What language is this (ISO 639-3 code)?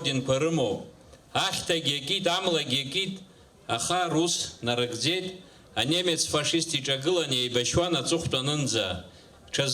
abk